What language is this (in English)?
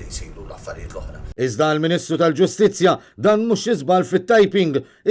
Maltese